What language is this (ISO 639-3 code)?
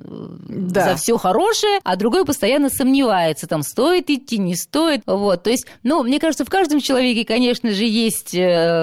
rus